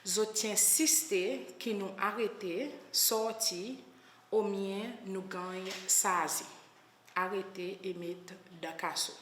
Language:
Seselwa Creole French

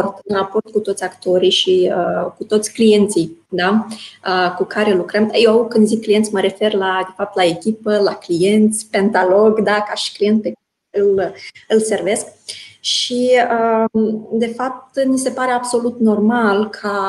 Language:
Romanian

